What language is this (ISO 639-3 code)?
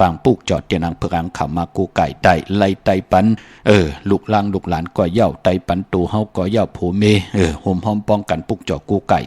shn